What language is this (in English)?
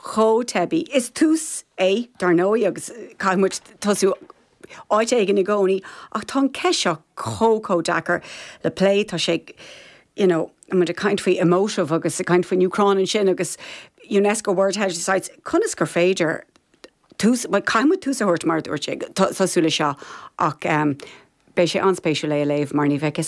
Irish